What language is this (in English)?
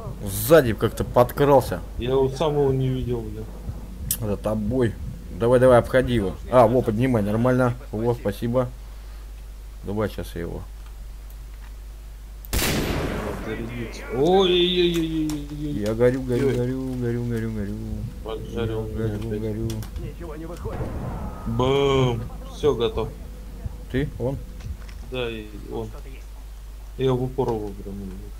Russian